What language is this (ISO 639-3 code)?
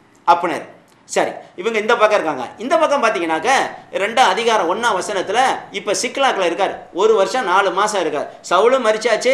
tam